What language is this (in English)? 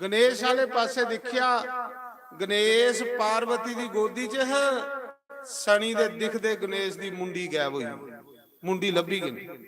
Dogri